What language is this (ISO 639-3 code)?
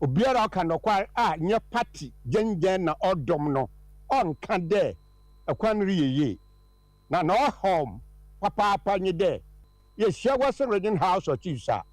aka